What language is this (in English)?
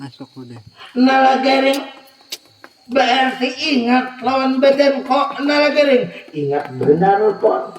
Banjar